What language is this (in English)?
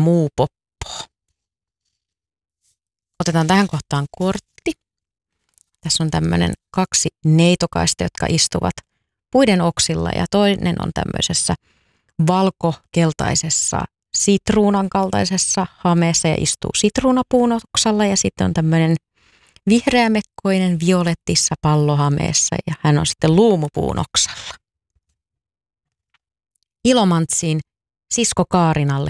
Finnish